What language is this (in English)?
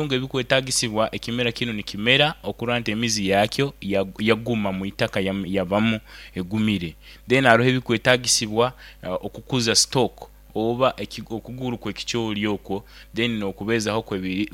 Nyoro